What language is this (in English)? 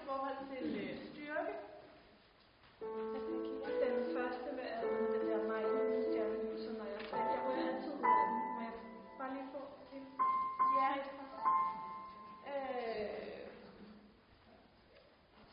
Danish